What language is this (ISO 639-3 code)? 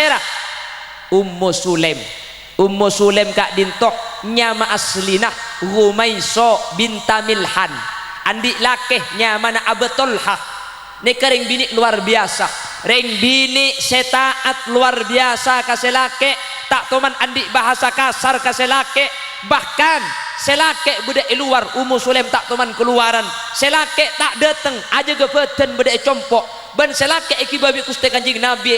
mad